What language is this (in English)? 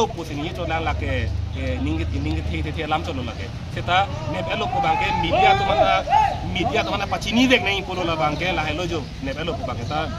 Karbi